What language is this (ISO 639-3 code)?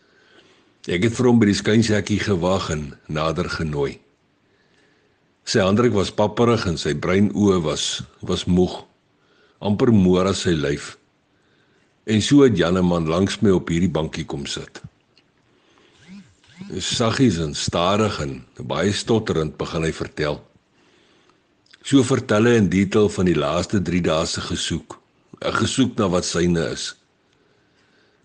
afr